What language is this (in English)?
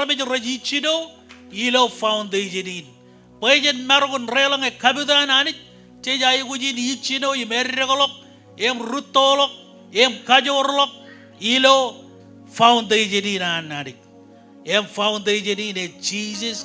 Marshallese